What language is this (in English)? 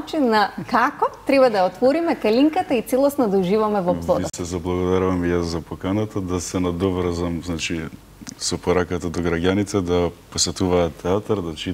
Macedonian